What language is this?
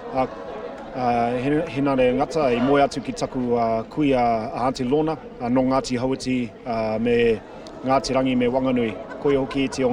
Māori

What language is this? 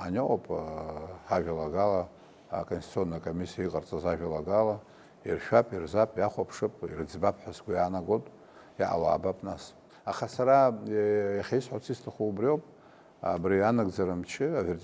Abkhazian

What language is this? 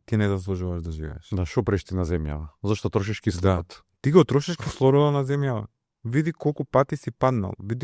Macedonian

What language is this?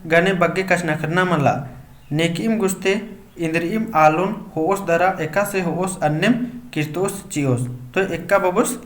Kurukh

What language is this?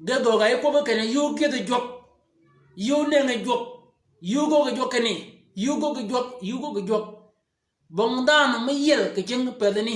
Shilluk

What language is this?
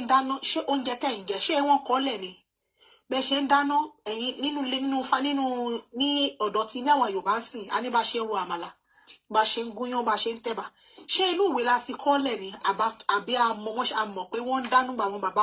Yoruba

